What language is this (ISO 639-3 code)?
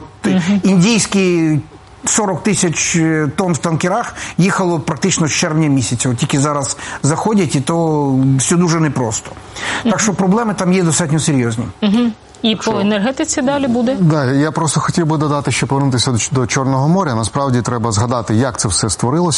ukr